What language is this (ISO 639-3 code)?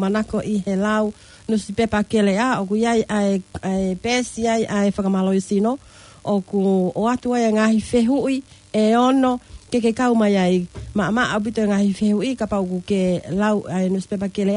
ton